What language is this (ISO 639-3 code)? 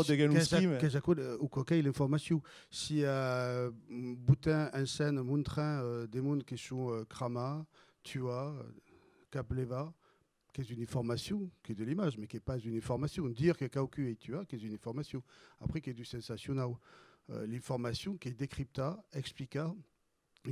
oci